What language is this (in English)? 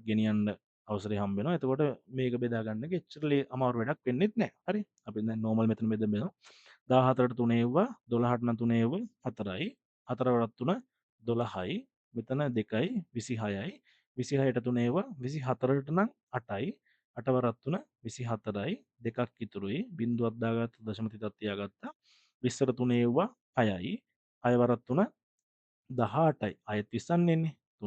Sinhala